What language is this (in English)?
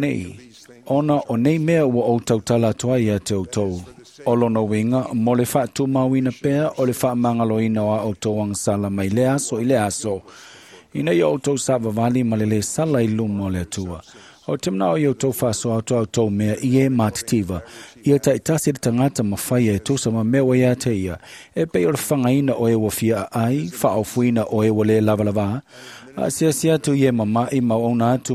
Samoan